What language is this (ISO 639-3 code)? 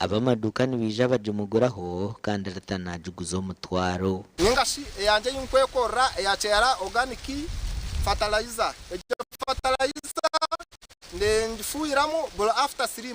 nyn